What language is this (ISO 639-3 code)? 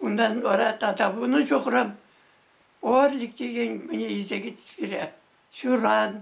chv